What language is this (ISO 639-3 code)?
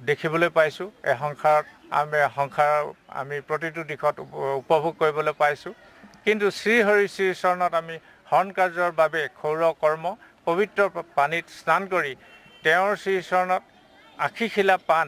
asm